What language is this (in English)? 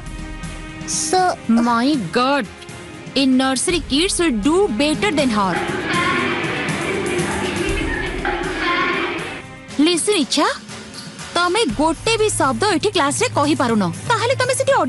Odia